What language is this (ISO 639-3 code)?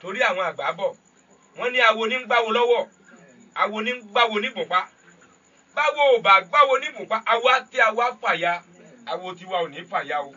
yor